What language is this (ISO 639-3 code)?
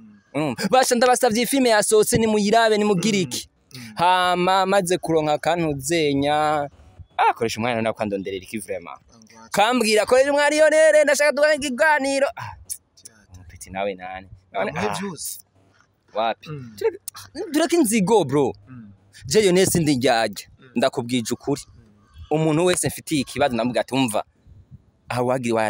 run